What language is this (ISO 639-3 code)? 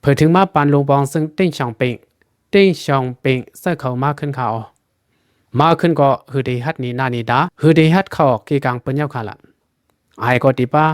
lao